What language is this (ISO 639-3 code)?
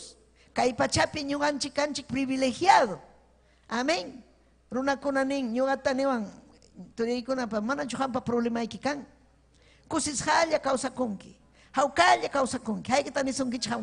quy